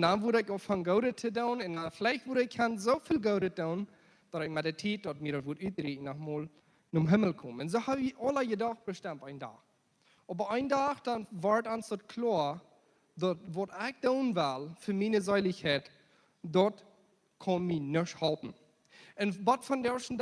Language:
Plautdietsch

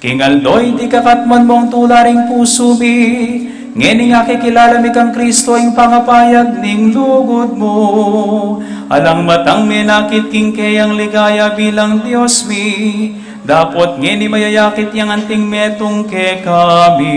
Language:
Pampanga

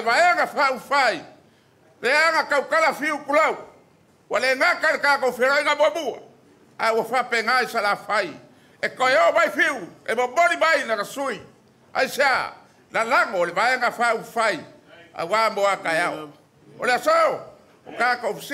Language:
Samoan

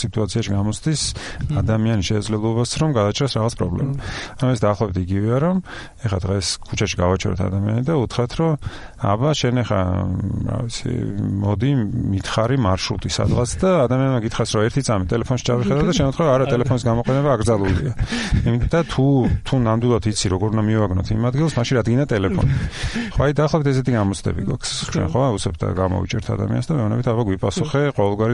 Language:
Georgian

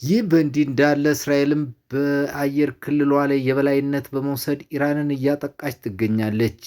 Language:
Amharic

